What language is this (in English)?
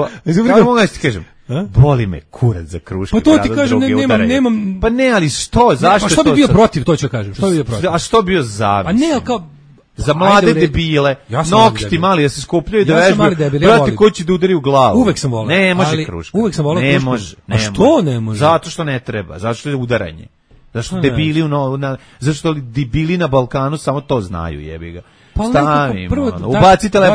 Serbian